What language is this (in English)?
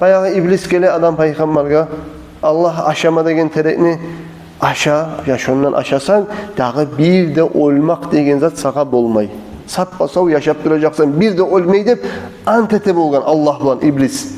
Kumyk